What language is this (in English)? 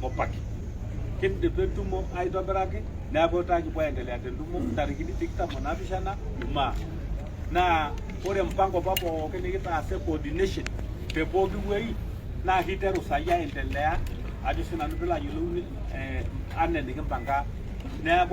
Masai